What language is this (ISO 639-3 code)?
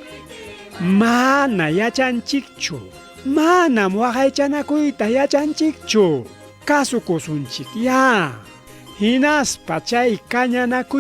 quy